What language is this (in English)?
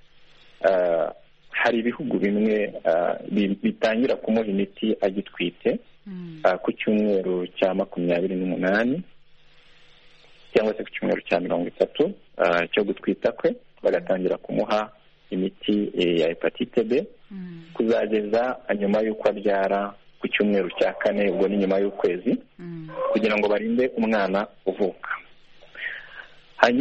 Kinyarwanda